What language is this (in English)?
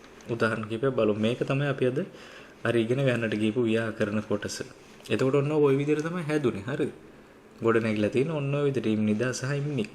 Sinhala